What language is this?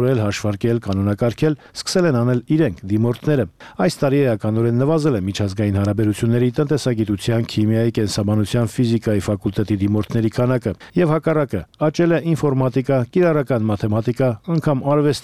Armenian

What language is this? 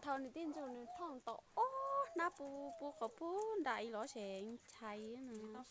Hmong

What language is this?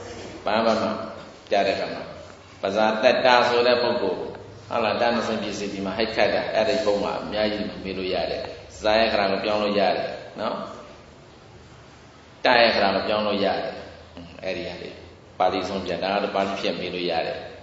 Burmese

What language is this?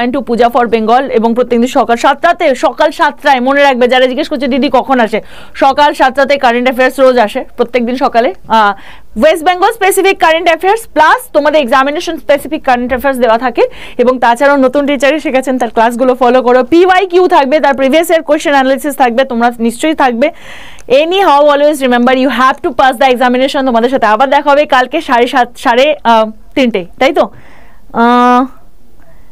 Bangla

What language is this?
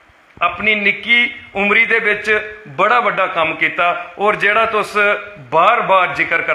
Dogri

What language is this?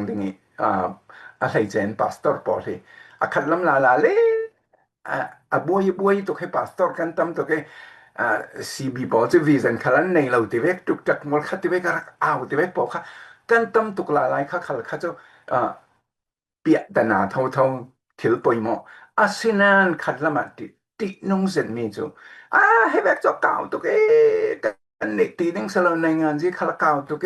Falam Chin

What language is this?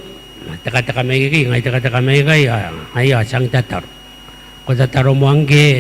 Gilbertese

